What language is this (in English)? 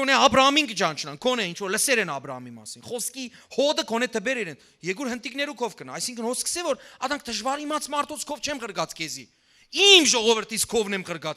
Western Armenian